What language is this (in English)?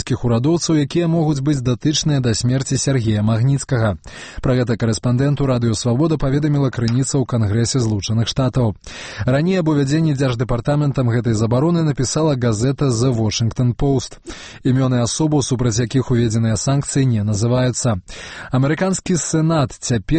Belarusian